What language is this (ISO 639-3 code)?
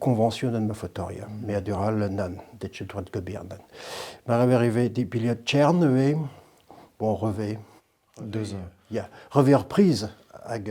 bre